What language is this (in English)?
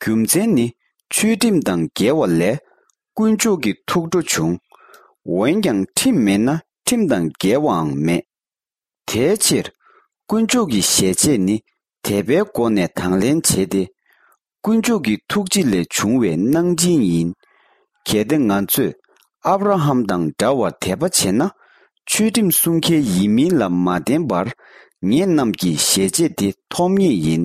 Tibetan